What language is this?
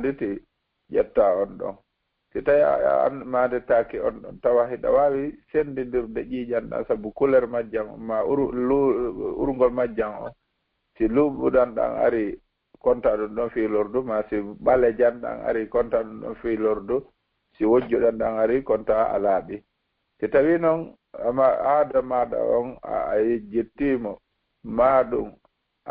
Fula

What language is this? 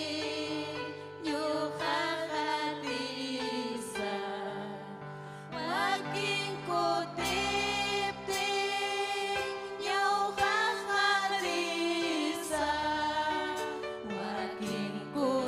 Ayacucho Quechua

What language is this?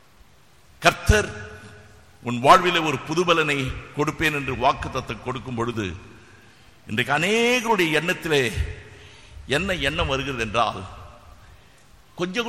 Tamil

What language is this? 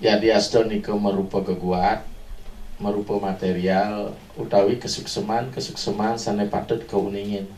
Balinese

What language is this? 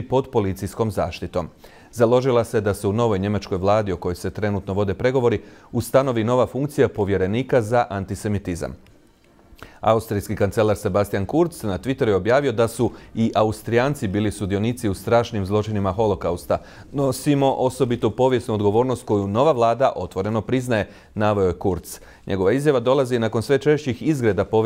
Croatian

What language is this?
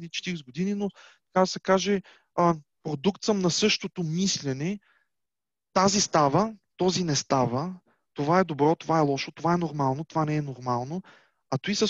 Bulgarian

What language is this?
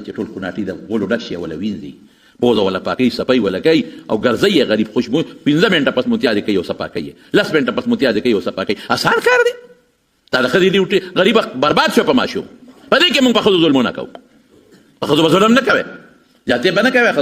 Pashto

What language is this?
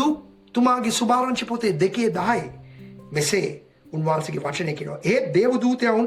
Sinhala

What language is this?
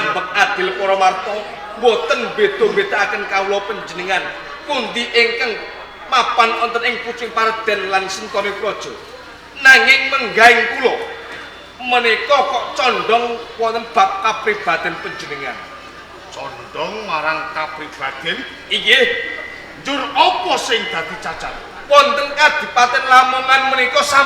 Javanese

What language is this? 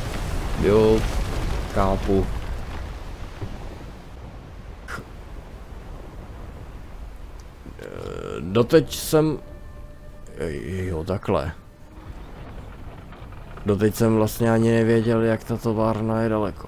Czech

